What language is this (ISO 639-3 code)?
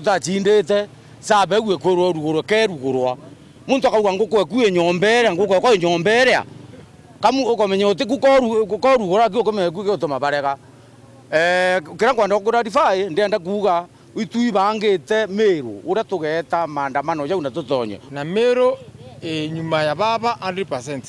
mer